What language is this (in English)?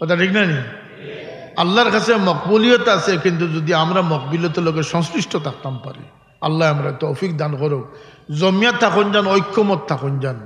Sylheti